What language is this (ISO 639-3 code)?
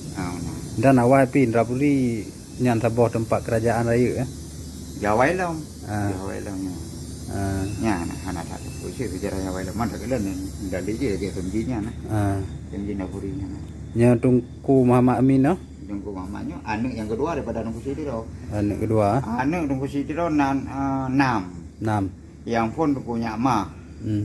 ace